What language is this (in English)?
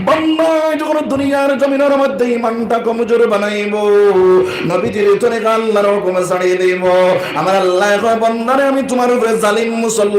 Sylheti